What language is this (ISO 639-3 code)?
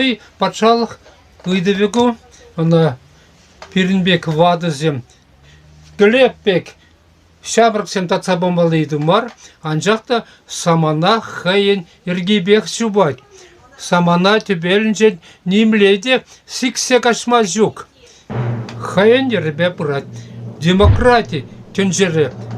chv